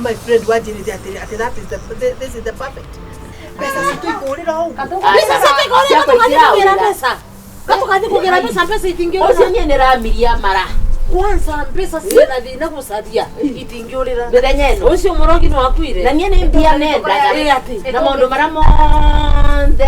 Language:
Kikuyu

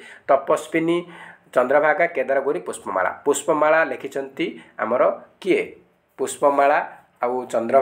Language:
Odia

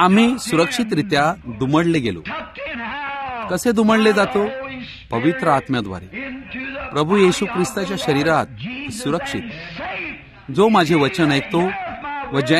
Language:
Marathi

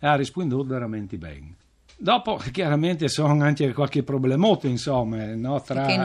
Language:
Friulian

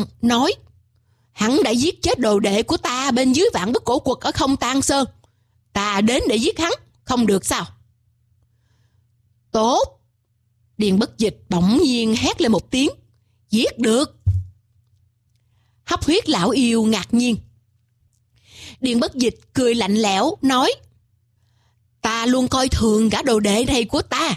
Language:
Vietnamese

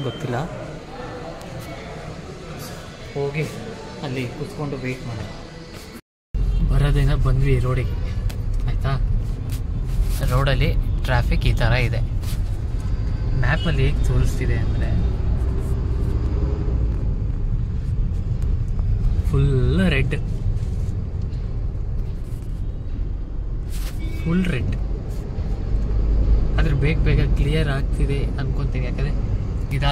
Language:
Kannada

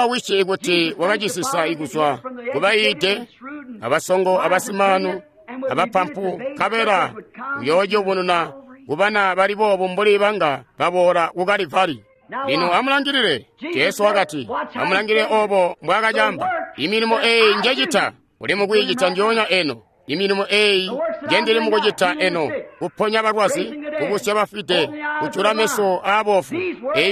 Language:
Tonga (Zambia)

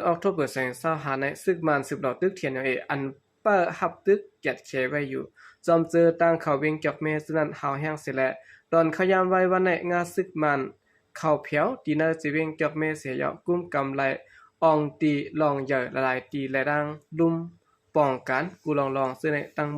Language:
Shan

